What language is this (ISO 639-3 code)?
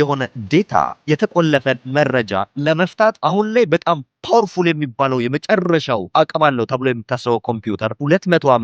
amh